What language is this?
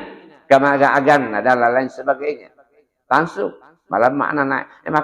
Buginese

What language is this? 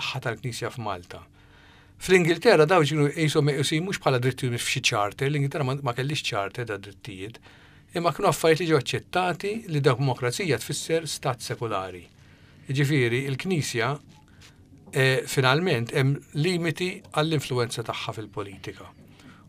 Maltese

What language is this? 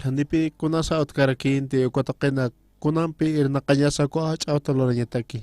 Aymara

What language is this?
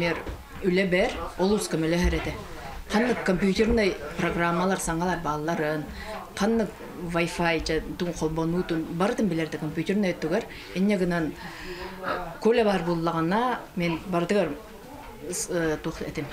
Yakut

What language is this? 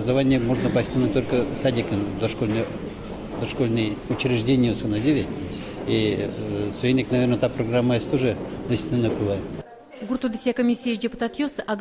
Udmurt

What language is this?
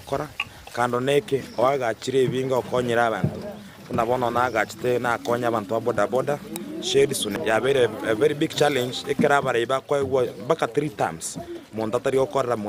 Gusii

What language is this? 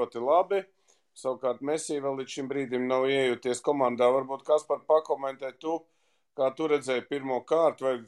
Latvian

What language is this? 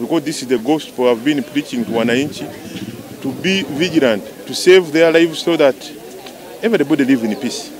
Nyankole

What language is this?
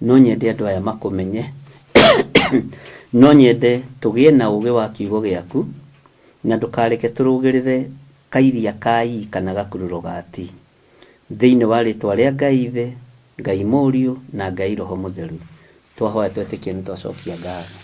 Kikuyu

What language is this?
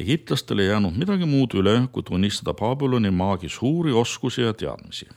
Estonian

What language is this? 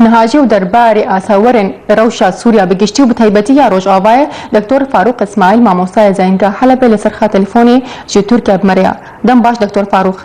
Kurdish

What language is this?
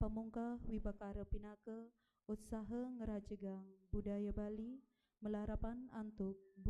Balinese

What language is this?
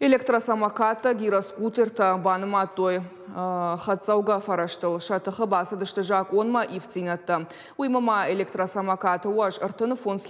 Ossetic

